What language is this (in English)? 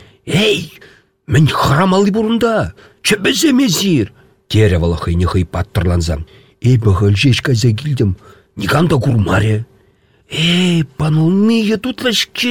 Chuvash